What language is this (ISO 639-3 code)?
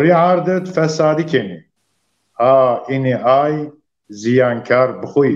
zza